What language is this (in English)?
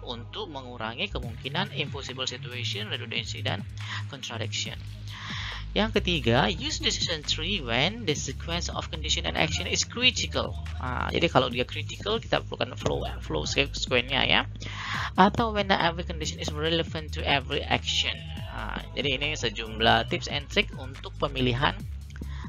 Indonesian